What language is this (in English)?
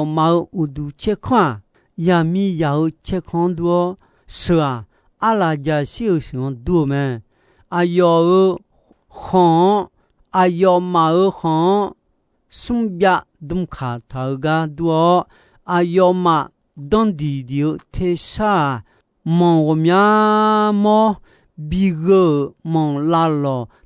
Akha